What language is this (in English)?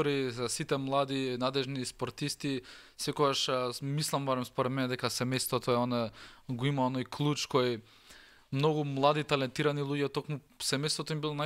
Macedonian